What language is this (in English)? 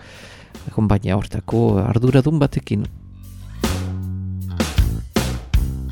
Basque